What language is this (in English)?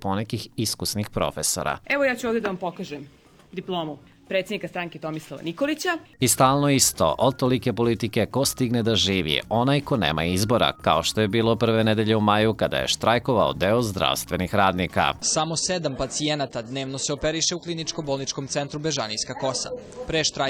Serbian